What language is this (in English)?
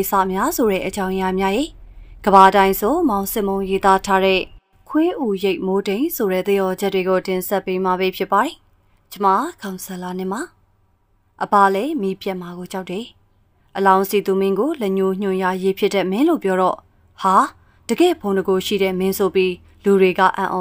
Burmese